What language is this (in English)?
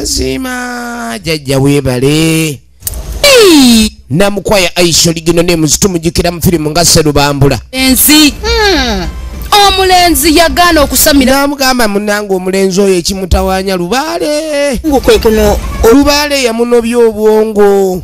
Ganda